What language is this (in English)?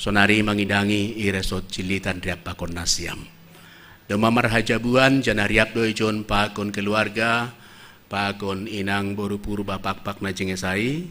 Batak Simalungun